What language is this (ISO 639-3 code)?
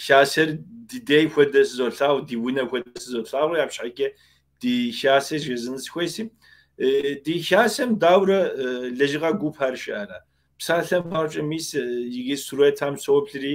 kbd